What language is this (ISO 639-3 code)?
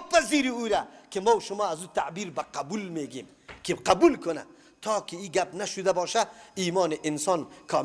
fas